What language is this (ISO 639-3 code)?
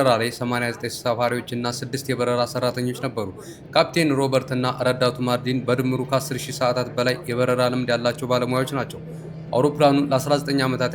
amh